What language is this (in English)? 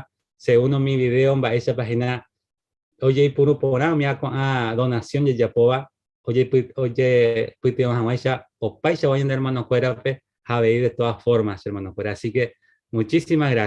Guarani